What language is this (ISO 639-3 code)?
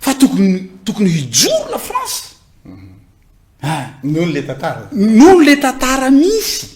mlg